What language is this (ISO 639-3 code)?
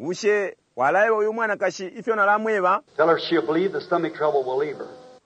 bem